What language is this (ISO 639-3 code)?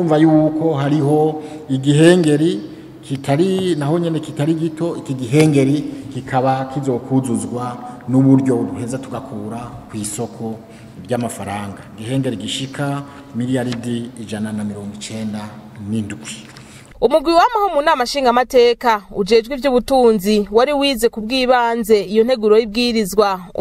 run